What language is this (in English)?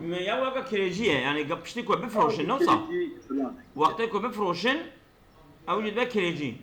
Kurdish